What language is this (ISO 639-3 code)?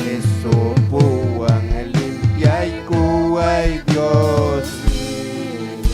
quy